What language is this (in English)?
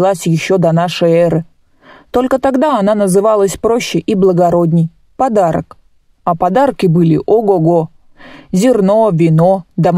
Russian